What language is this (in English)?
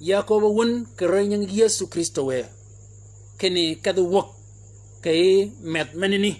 Shilluk